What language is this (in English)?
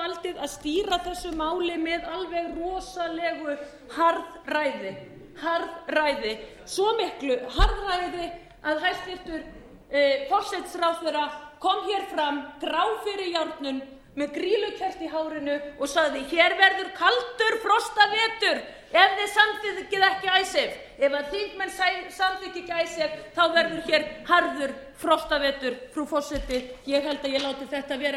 Icelandic